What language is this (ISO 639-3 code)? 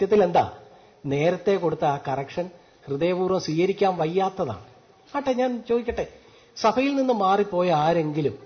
mal